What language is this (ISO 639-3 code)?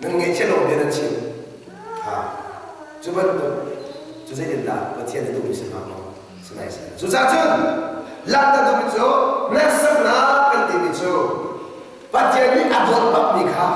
cnh